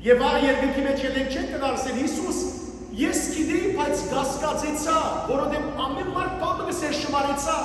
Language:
Western Armenian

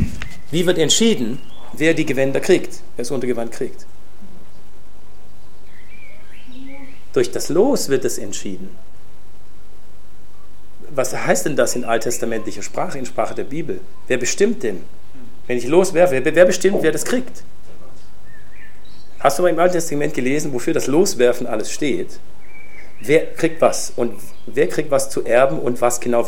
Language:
German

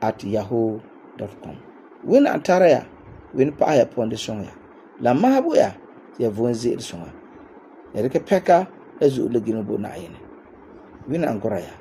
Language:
Frafra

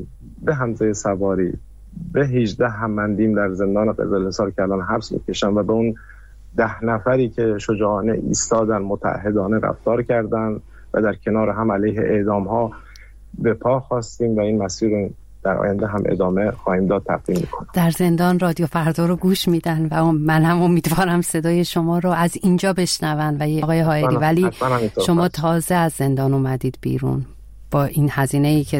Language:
Persian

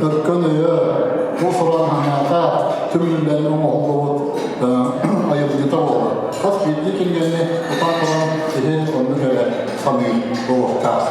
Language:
Yakut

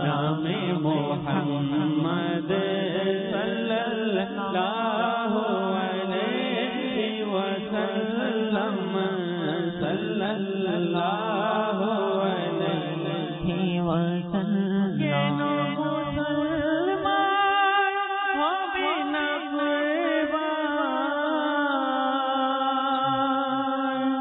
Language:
Bangla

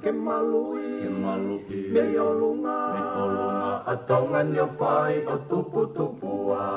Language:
Tongan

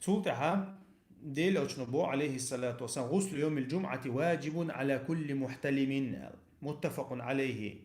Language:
Chechen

